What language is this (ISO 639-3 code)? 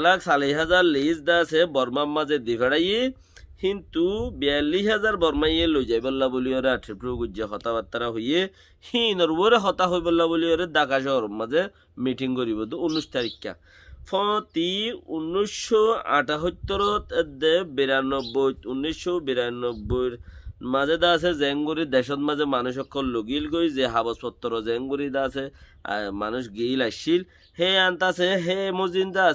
rhg